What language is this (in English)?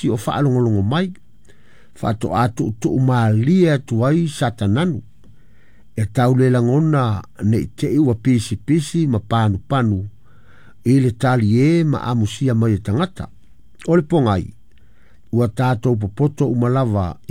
Samoan